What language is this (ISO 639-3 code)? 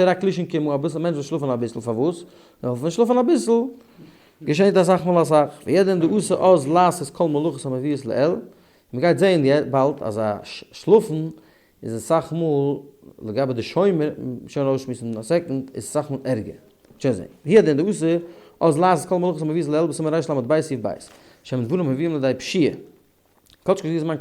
yid